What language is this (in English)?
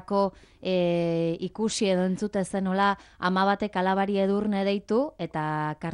Basque